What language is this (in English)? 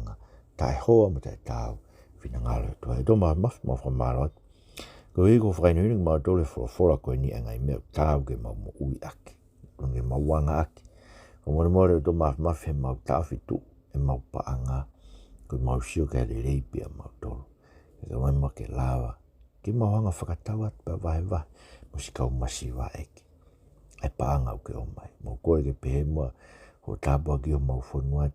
Tongan